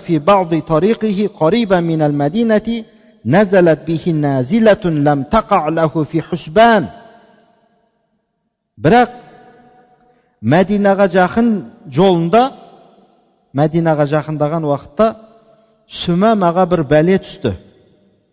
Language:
Kazakh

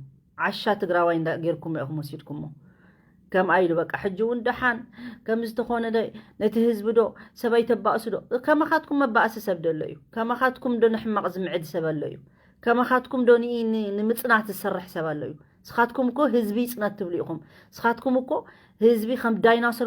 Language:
Tigrinya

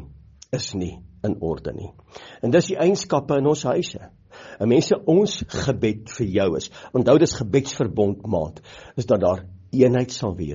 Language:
Afrikaans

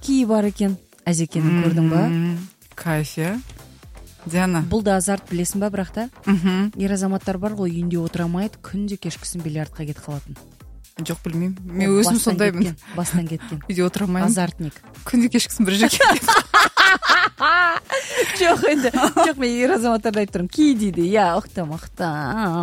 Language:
Kazakh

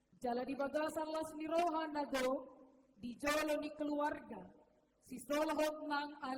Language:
Batak Toba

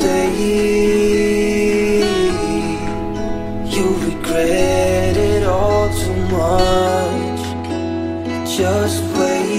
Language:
Finnish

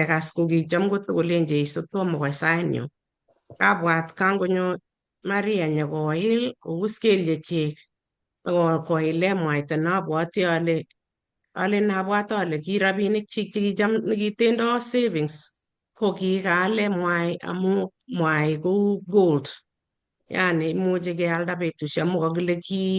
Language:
Kalenjin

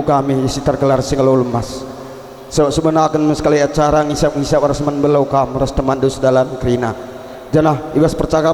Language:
Batak Karo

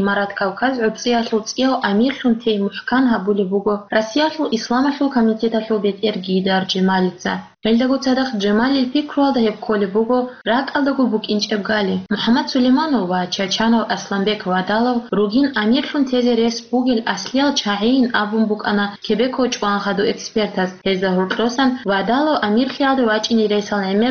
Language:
Avaric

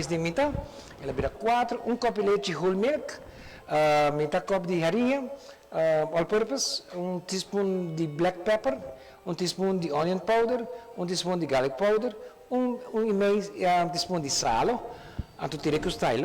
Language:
Papiamento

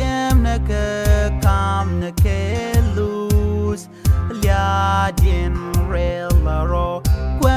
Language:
Nuer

